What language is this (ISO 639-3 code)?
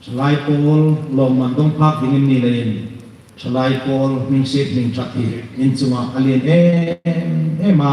hmr